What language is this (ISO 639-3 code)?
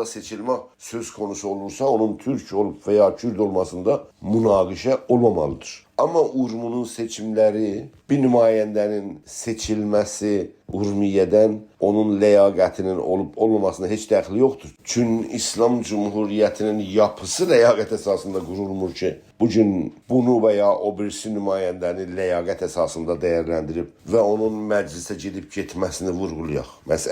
azb